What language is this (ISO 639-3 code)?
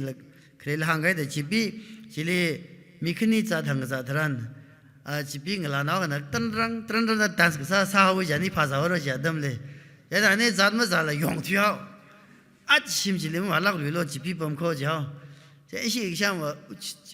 nmf